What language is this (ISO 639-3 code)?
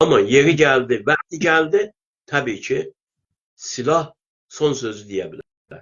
azb